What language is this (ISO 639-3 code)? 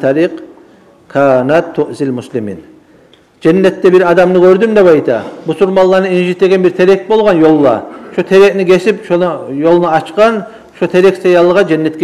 kum